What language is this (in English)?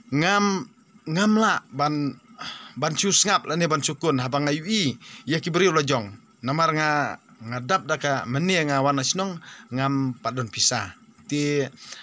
Khasi